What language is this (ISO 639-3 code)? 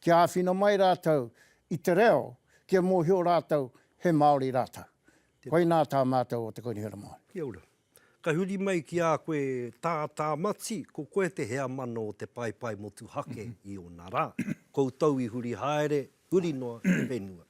mri